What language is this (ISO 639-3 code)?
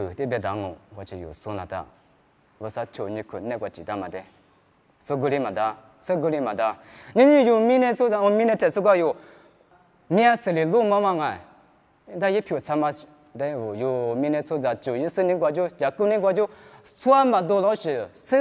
lis